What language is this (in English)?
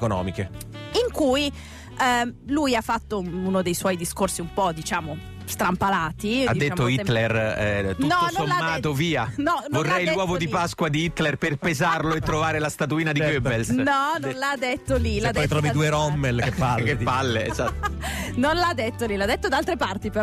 Italian